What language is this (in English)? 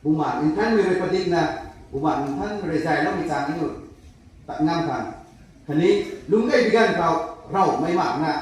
Rongmei Naga